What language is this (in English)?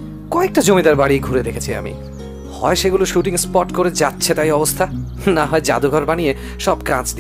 Bangla